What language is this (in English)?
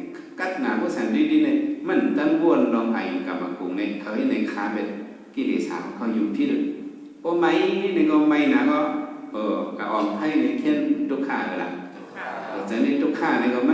Shan